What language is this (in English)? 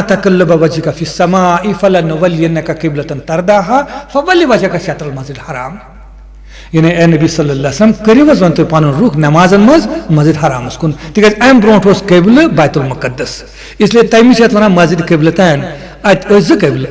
Kashmiri